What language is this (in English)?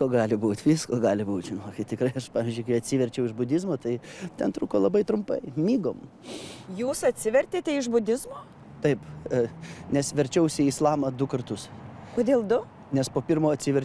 Lithuanian